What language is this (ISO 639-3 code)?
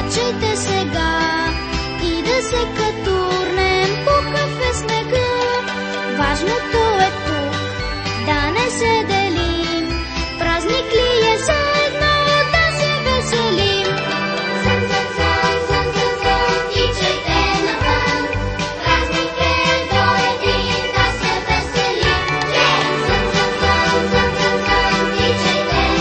bul